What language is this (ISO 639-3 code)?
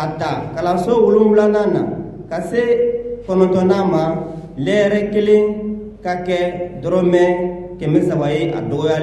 bam